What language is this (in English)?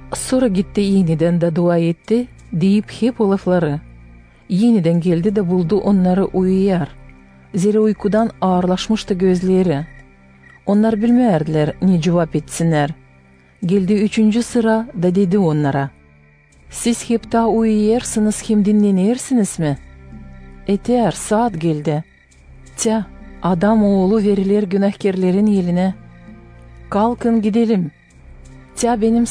Gagauz